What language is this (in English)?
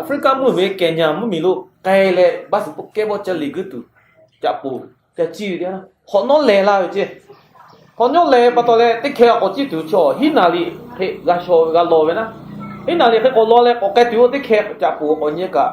Lahu